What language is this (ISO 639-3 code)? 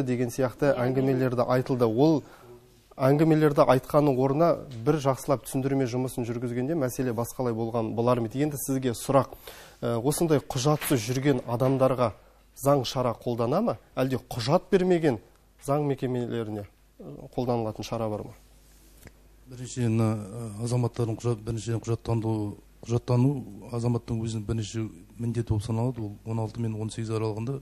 kaz